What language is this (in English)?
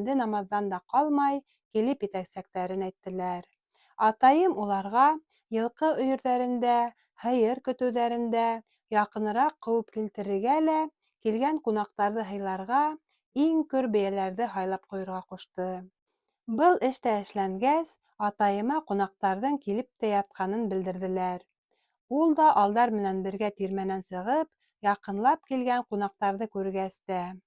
Bashkir